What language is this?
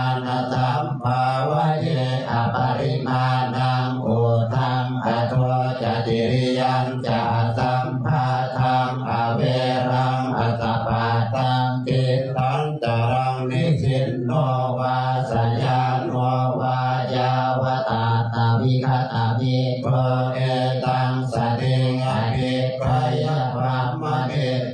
Pali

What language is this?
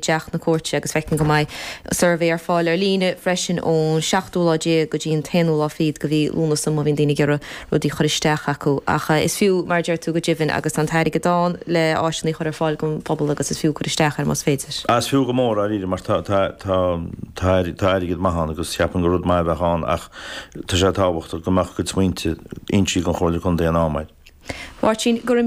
Irish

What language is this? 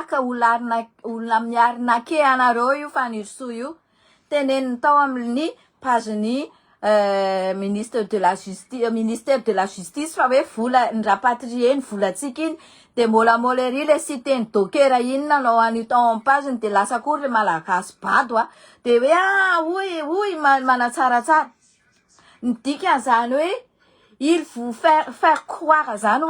Malagasy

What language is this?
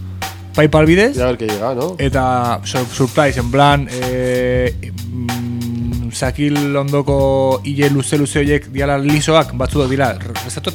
Basque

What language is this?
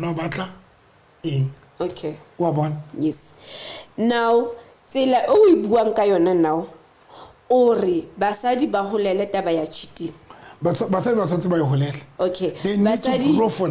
Southern Sotho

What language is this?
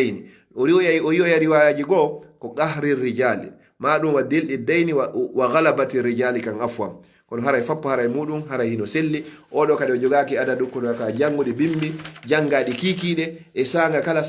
Fula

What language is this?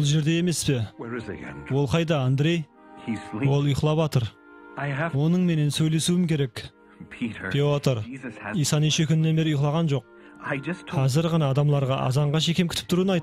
Kara-Kalpak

